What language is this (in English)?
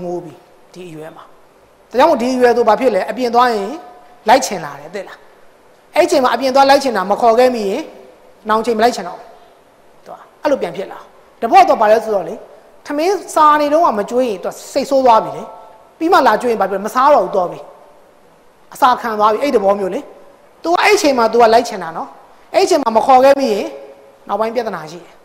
Burmese